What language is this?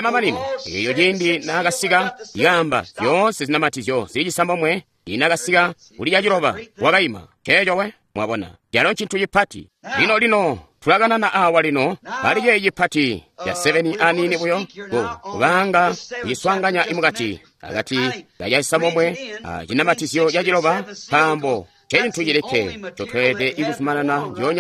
Tonga (Zambia)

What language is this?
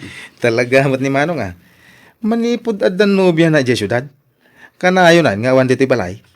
Iloko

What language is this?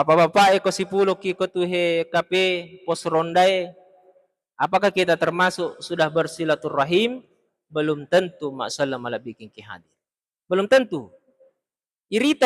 Buginese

